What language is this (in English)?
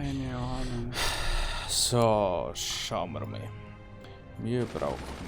Bavarian